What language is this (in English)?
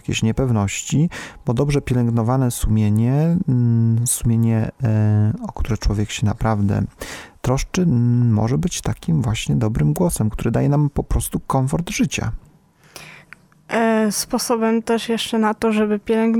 Polish